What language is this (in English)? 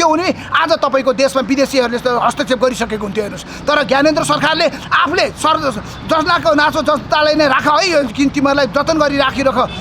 Nepali